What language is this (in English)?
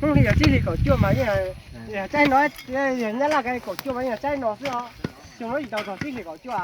Hmong